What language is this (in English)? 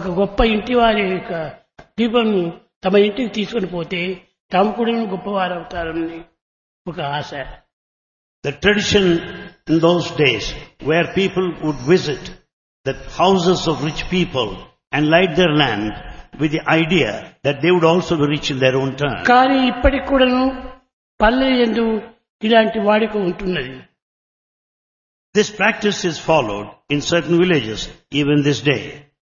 Telugu